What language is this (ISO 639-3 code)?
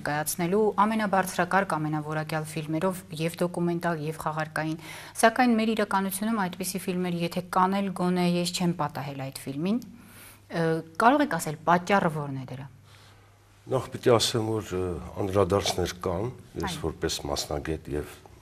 hye